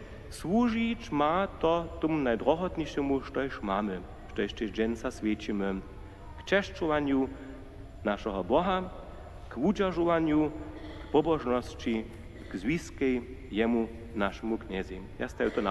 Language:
Upper Sorbian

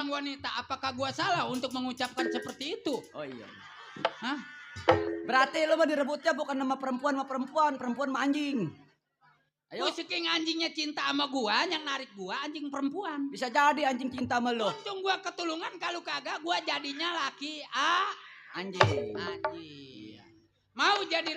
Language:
Betawi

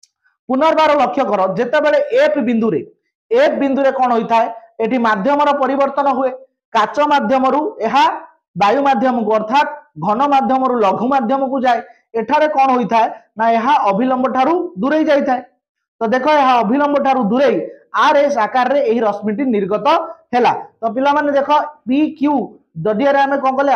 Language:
Odia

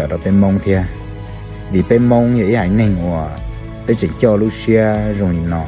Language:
Hmong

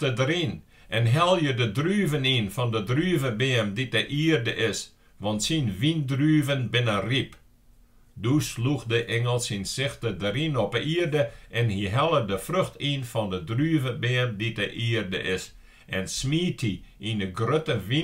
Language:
Western Frisian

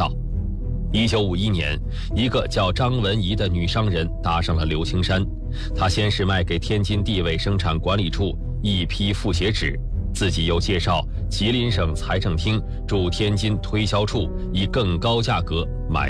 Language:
Chinese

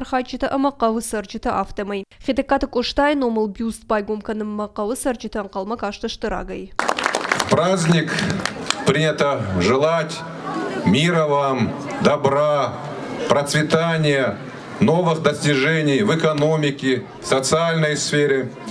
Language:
Ossetic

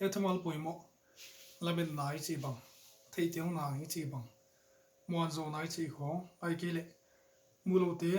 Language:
Paite Chin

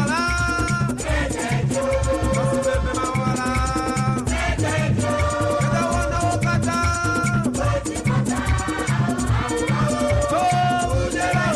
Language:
Ewe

